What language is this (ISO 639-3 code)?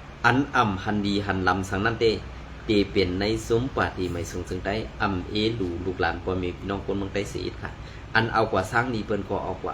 shn